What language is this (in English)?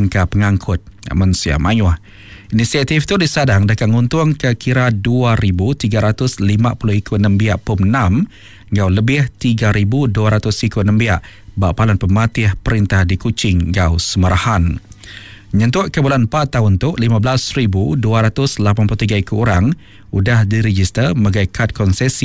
Iban